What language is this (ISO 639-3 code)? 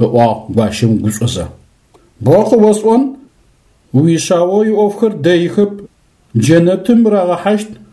ady